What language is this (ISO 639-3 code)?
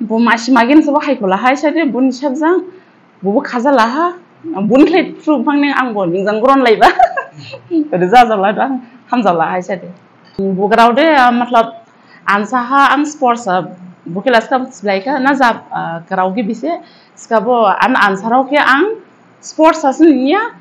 dis